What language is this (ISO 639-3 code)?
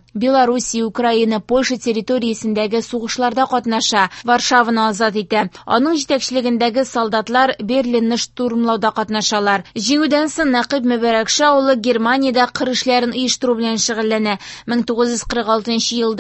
tat